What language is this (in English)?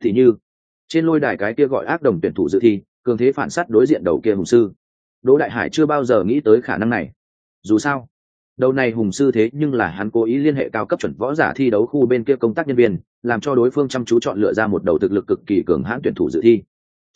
Vietnamese